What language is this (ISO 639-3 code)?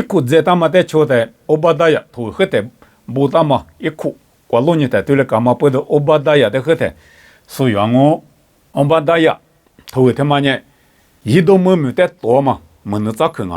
lis